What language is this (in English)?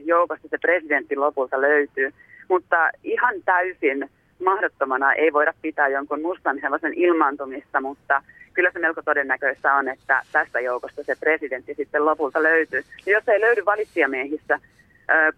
Finnish